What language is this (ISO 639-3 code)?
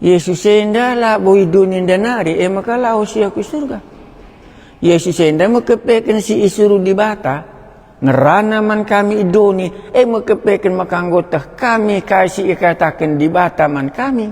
btx